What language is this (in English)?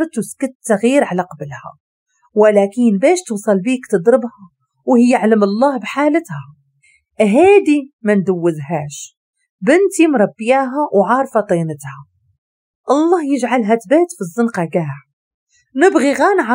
Moroccan Arabic